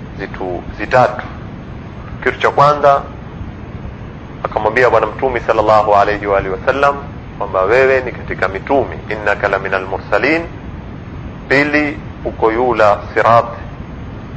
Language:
Swahili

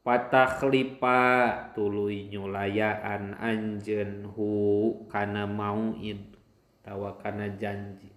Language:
Sundanese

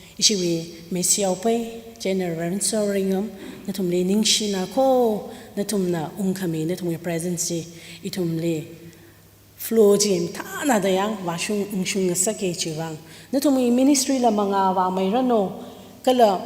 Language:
Tangkhul Naga (India)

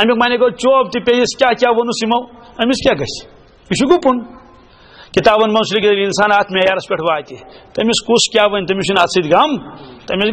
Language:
Kashmiri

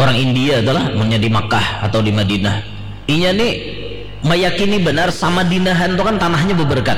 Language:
Banjar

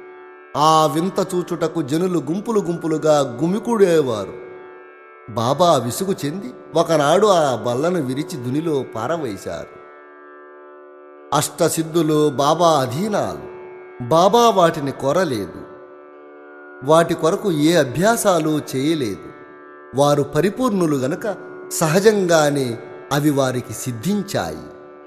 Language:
Telugu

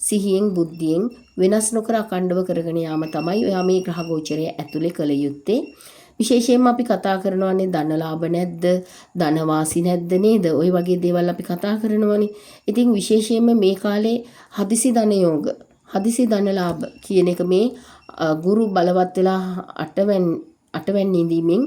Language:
Sinhala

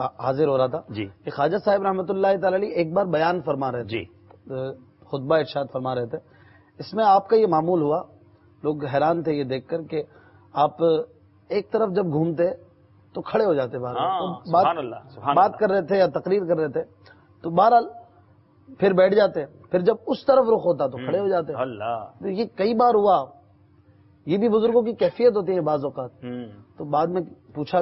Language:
Urdu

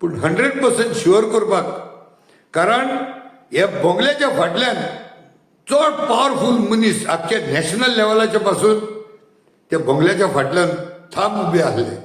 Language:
Konkani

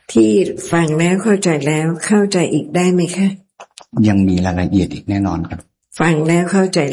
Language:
Thai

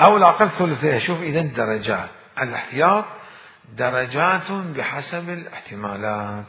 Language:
Mesopotamian Arabic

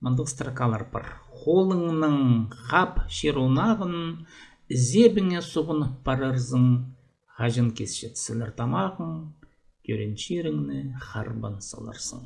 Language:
Khakas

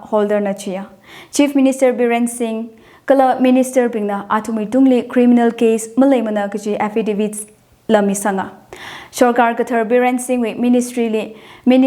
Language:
Tangkhul Naga (India)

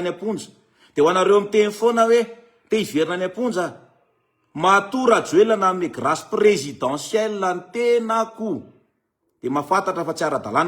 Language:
Malagasy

